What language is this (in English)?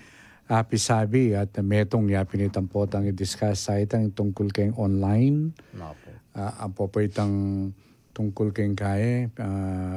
Pampanga